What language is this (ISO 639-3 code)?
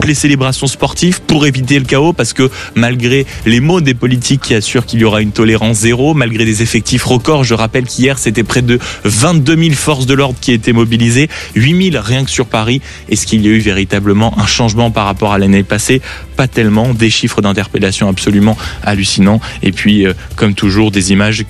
fra